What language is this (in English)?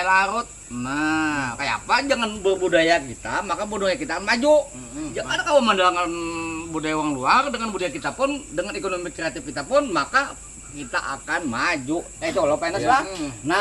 Banjar